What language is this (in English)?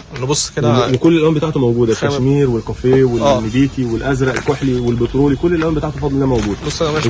Egyptian Arabic